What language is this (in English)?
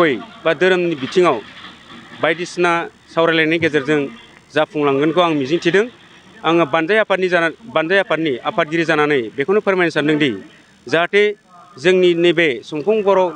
Bodo